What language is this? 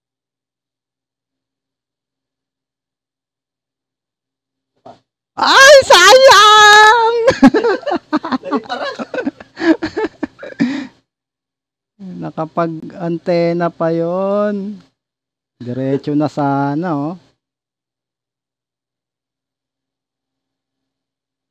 Filipino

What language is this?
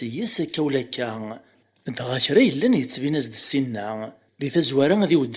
Kabyle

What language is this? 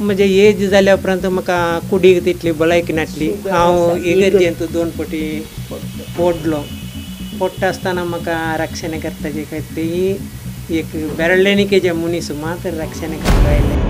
Konkani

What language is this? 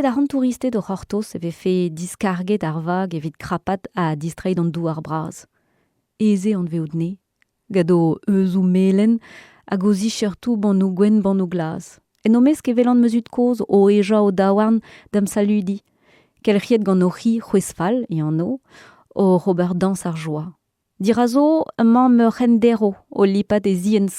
Breton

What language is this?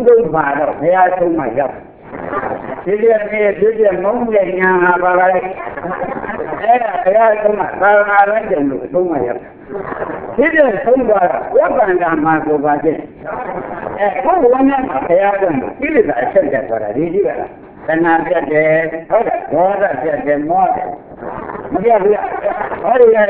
Burmese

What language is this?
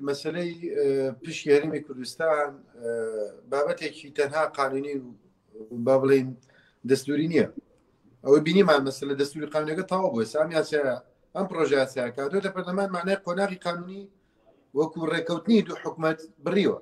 Central Kurdish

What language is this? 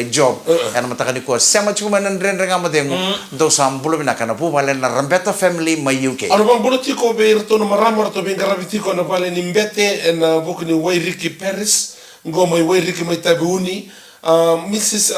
Fijian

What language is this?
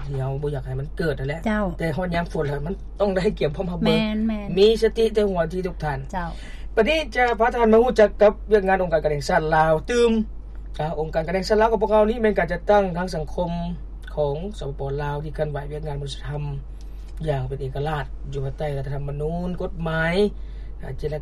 Lao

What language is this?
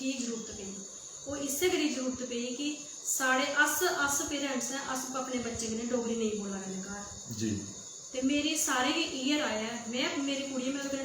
Dogri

